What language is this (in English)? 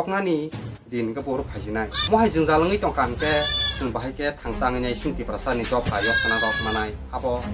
Kok Borok